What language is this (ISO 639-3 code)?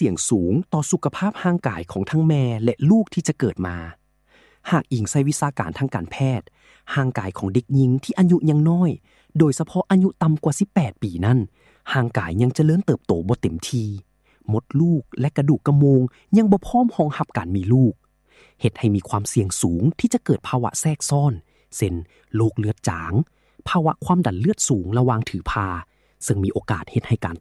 lao